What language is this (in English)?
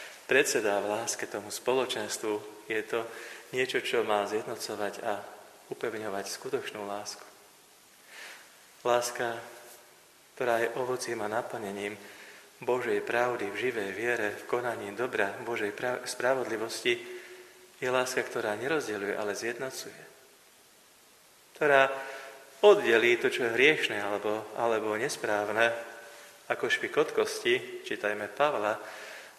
Slovak